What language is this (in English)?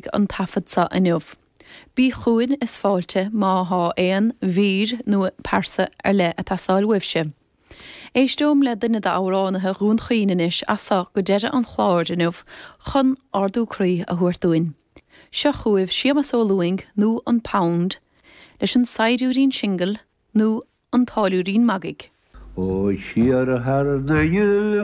Irish